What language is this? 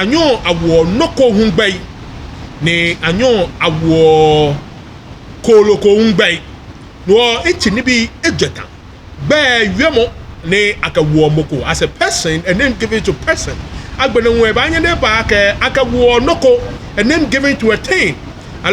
Ga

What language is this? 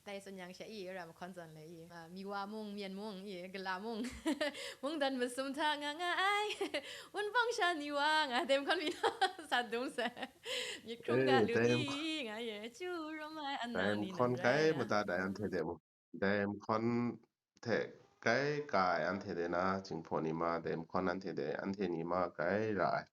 Kachin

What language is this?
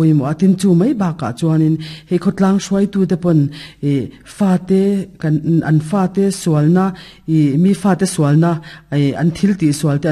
Mizo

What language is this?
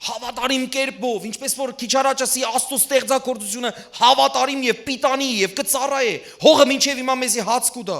Western Armenian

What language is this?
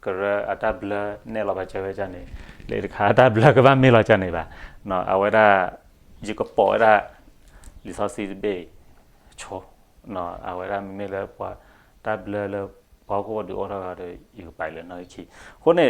S'gaw Karen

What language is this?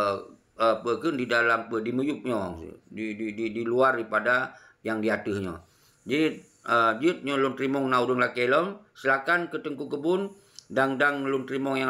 Achinese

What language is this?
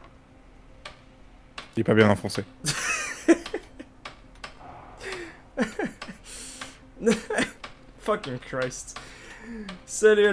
French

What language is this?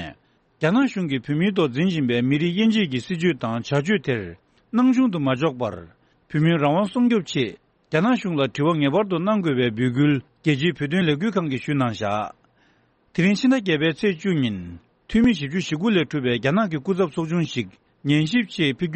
Tibetan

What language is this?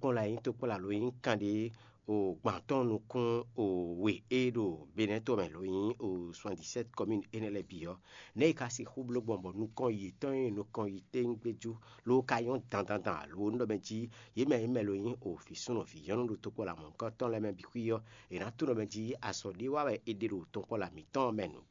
Fon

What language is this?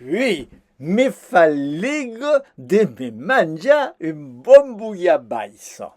Occitan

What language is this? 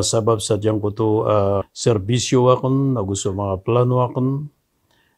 Maranao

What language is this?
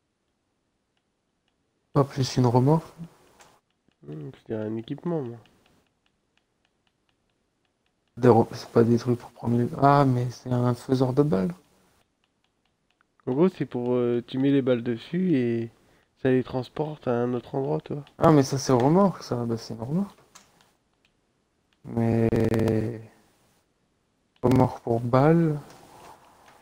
French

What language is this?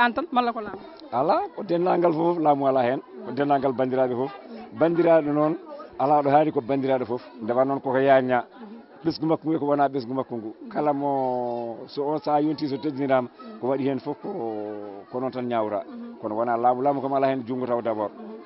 Fula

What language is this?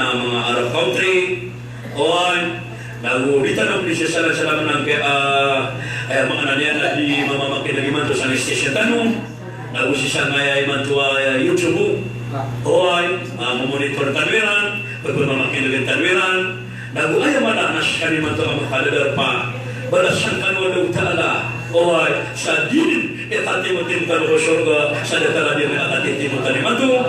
Maranao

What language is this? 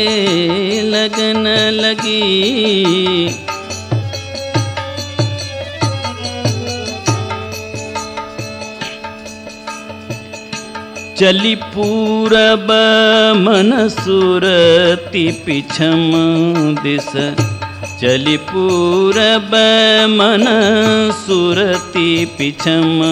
Hindi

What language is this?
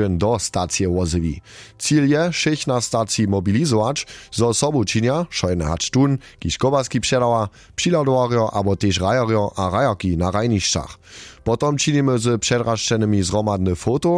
Upper Sorbian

